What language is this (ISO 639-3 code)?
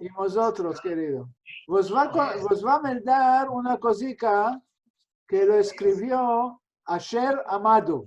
lad